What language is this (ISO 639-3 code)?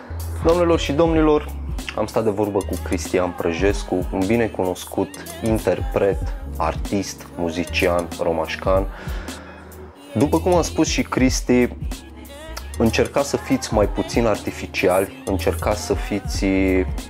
ron